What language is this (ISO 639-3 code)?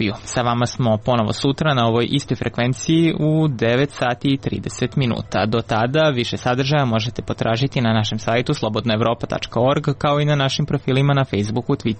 srp